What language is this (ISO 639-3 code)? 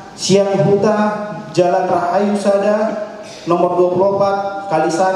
bbc